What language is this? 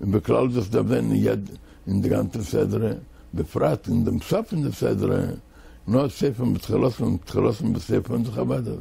Yiddish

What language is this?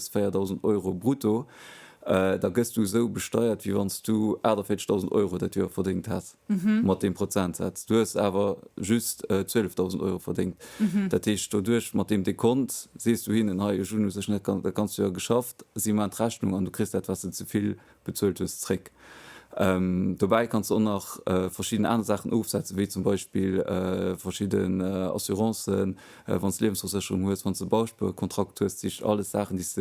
Luxembourgish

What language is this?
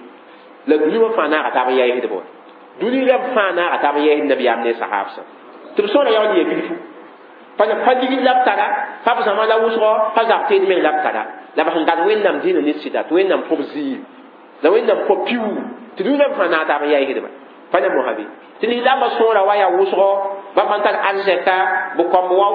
Mossi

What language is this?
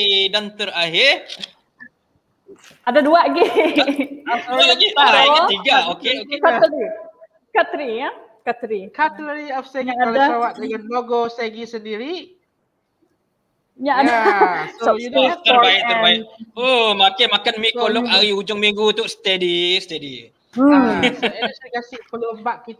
Malay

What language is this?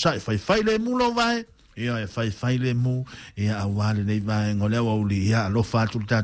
Samoan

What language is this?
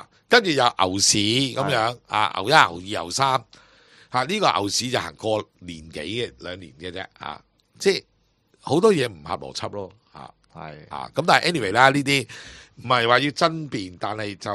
Cantonese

